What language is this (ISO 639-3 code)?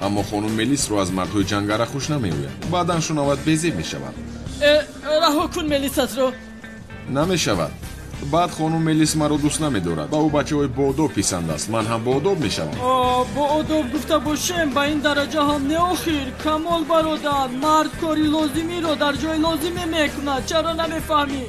tgk